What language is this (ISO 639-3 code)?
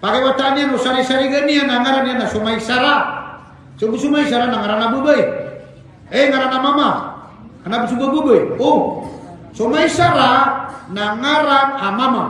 mrw